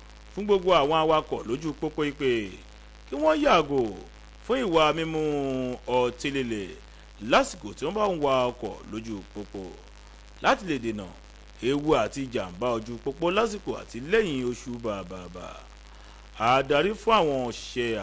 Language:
Yoruba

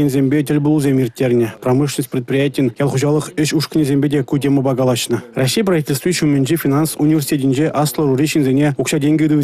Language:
Chuvash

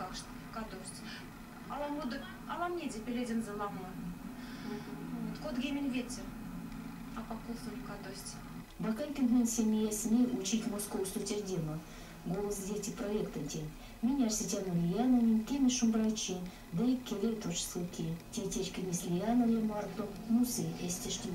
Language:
Erzya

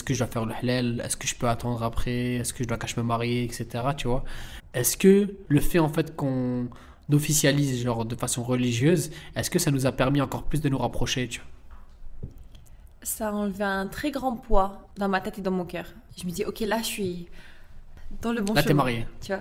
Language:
French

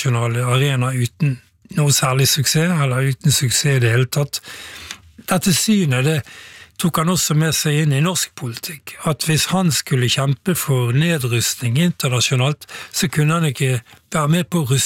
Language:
Norwegian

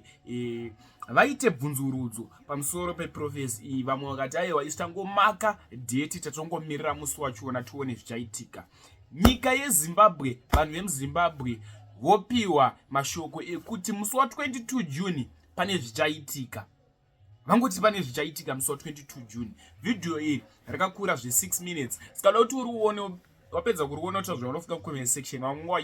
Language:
Shona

